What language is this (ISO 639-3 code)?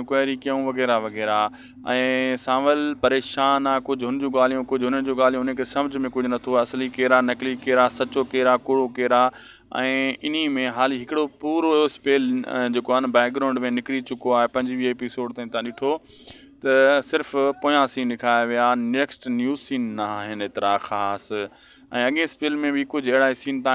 snd